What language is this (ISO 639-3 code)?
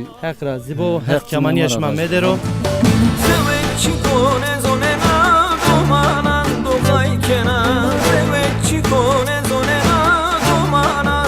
zza